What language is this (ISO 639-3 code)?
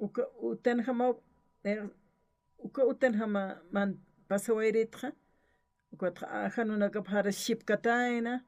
aym